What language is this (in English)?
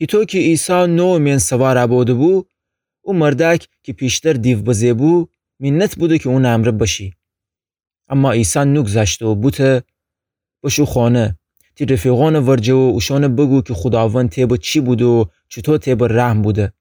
Gilaki